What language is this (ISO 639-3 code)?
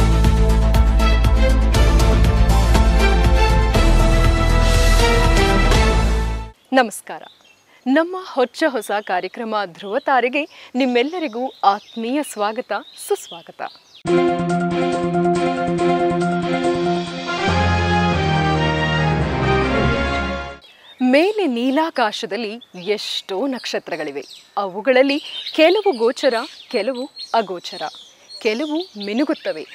kan